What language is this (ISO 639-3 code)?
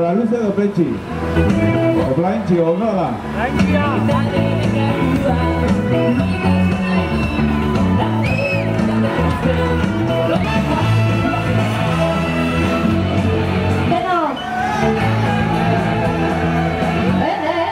eus